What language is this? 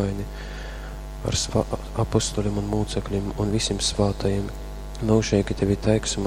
Latgalian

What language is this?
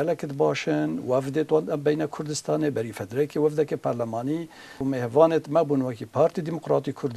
Kurdish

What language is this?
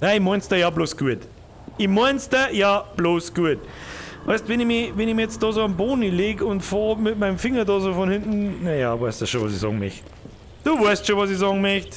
Bavarian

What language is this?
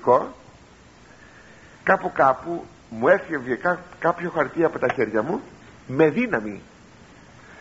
Greek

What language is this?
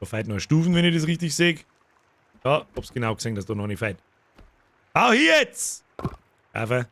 Bavarian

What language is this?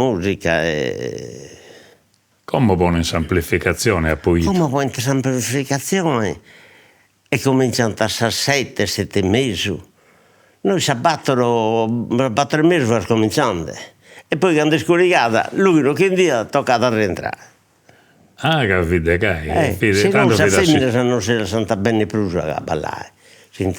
Sardinian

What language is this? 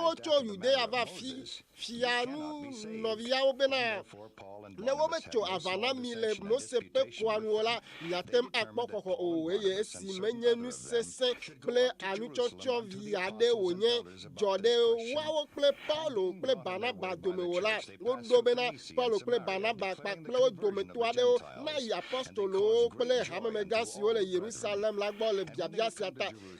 Ewe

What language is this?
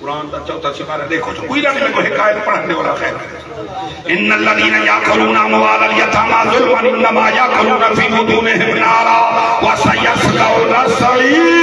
Saraiki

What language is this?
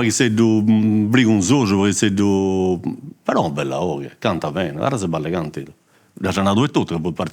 Sardinian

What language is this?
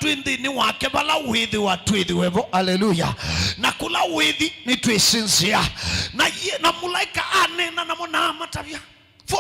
Kamba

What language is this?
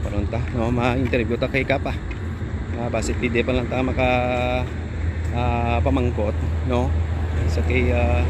Hiligaynon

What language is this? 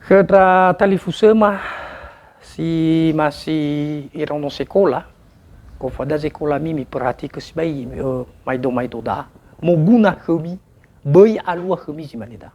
Nias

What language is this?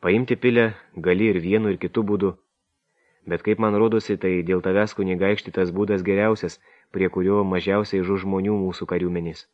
Lithuanian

